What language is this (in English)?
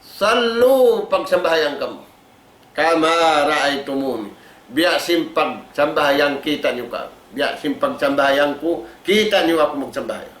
Tausug